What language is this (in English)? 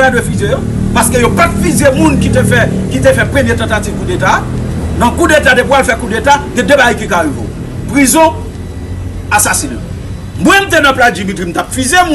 Haitian Creole